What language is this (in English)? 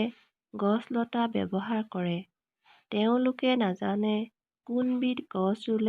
Assamese